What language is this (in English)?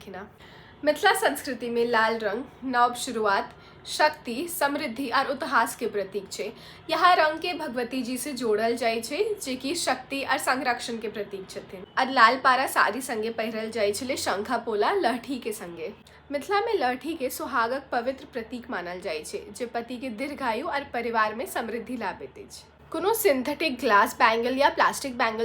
Maithili